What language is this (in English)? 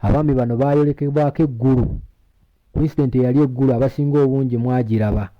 Ganda